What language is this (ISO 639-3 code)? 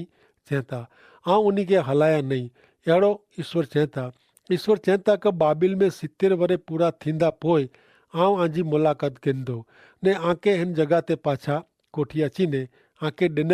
kfr